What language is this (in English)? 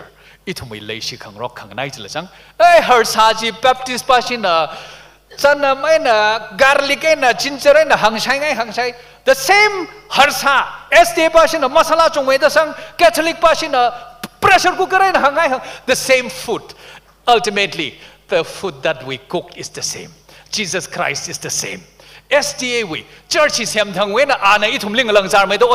Tangkhul Naga (India)